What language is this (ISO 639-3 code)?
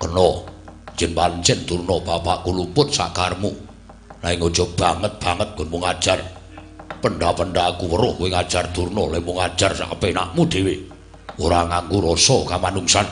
jav